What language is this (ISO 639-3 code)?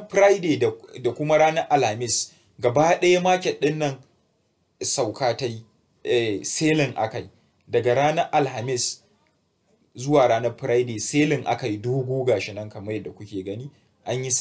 hau